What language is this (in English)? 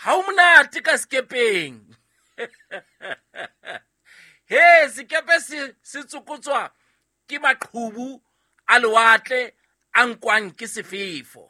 Southern Sotho